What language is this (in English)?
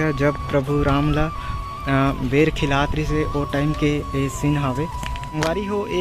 Chhattisgarhi